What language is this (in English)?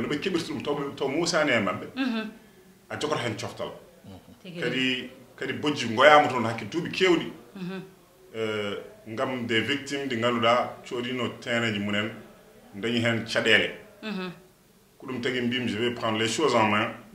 Fula